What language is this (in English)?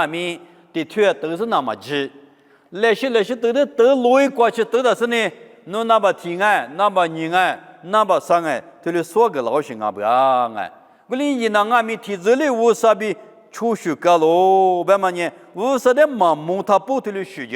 Lisu